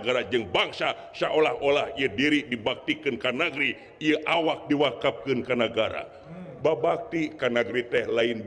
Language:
Sundanese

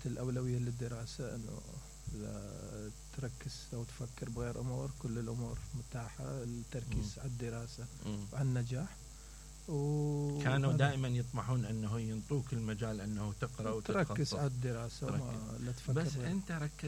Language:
Mesopotamian Arabic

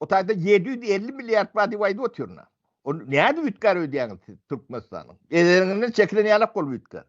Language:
Turkmen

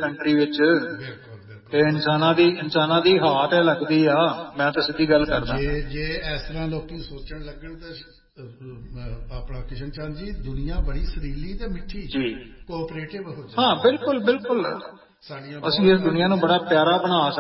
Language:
Punjabi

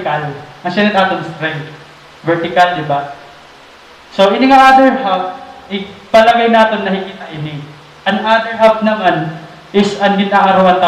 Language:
Waray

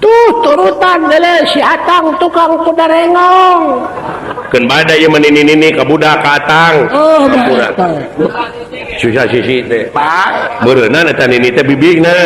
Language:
Sundanese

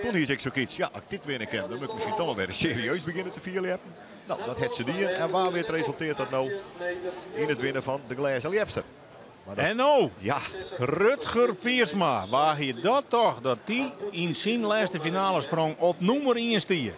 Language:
Western Frisian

